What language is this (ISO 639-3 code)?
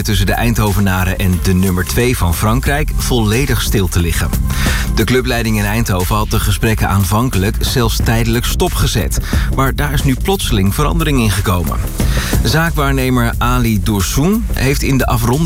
nld